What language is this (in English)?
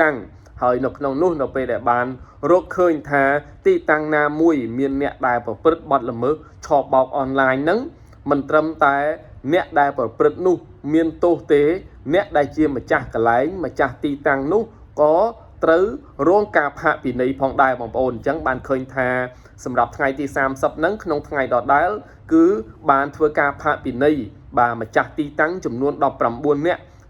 Khmer